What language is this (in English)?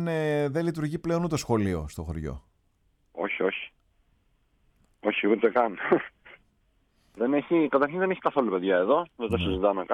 Greek